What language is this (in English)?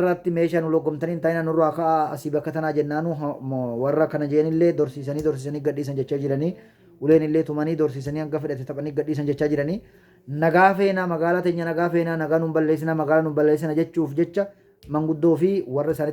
Oromo